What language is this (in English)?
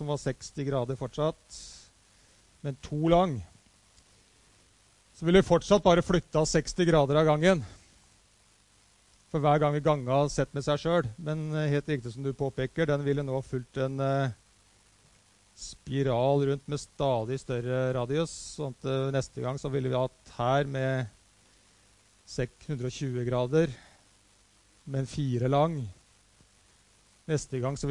Norwegian